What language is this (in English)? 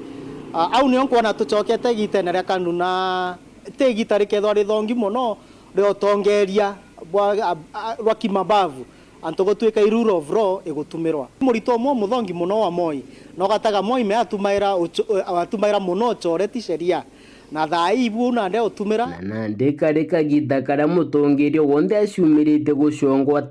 Meru